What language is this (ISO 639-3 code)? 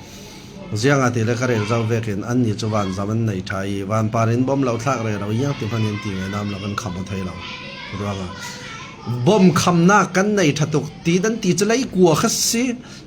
cfm